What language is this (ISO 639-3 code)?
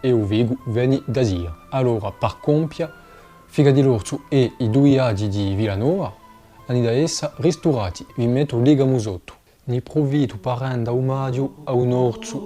cos